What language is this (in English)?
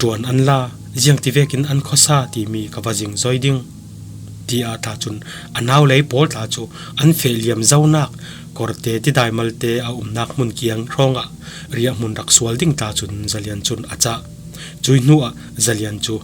Falam Chin